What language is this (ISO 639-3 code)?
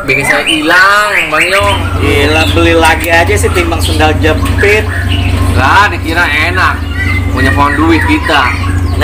bew